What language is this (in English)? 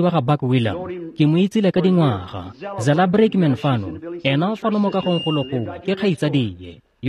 Tswana